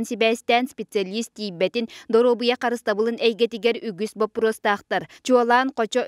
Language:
Yakut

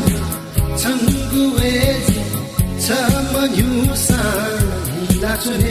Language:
Newari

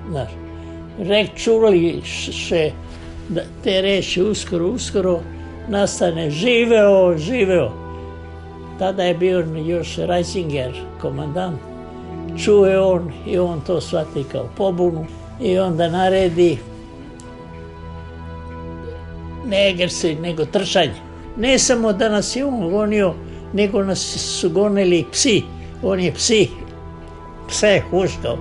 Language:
Serbian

